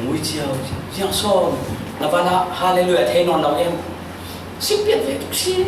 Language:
Falam Chin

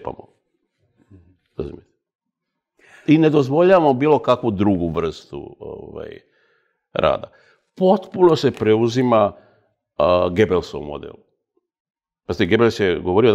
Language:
Serbian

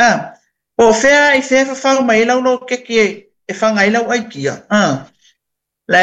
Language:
Samoan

